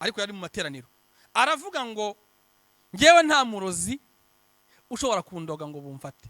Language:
Kinyarwanda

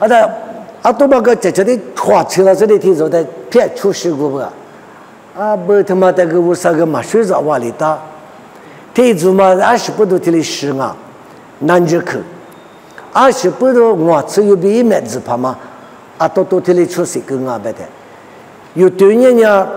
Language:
Lisu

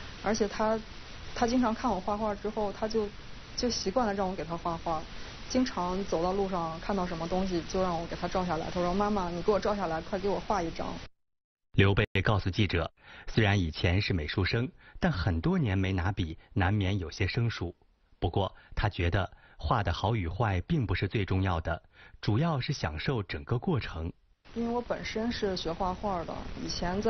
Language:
Chinese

